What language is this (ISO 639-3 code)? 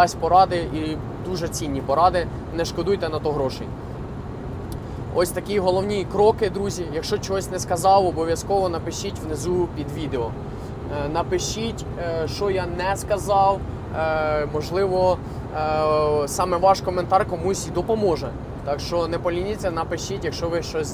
ukr